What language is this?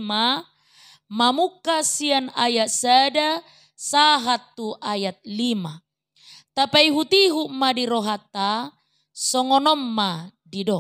Batak Toba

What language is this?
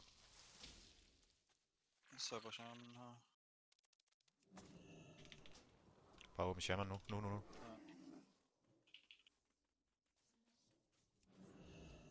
Danish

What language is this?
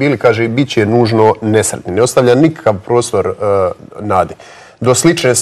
Croatian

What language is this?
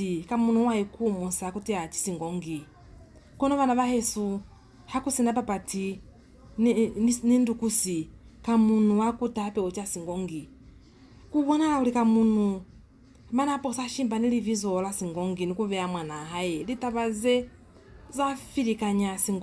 Lozi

